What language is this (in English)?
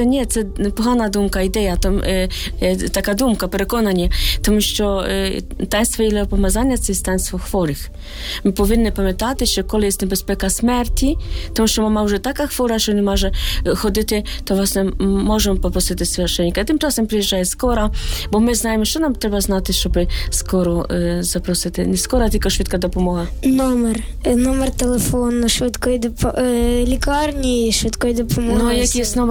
Ukrainian